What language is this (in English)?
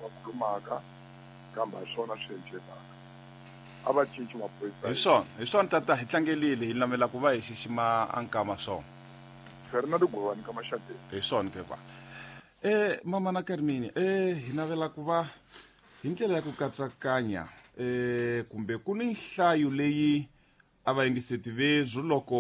Tsonga